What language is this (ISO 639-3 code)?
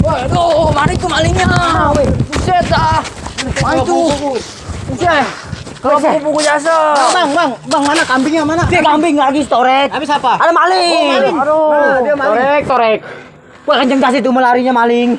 bew